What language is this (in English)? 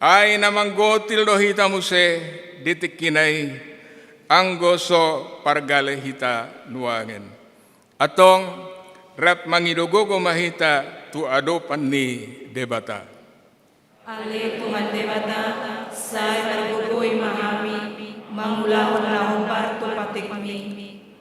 Batak Toba